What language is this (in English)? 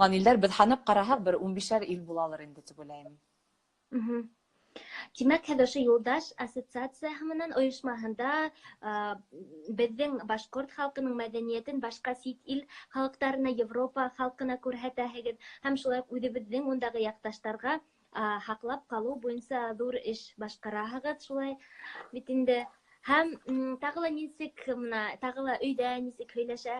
Bashkir